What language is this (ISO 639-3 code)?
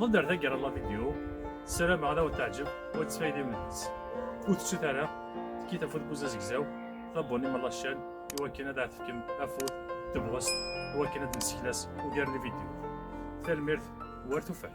kab